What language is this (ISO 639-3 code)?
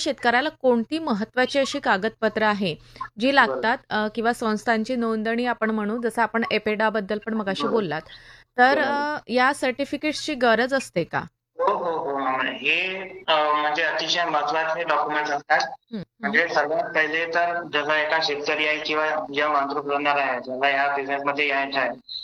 mar